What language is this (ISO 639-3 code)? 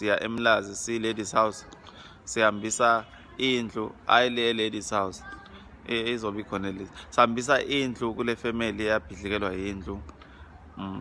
zul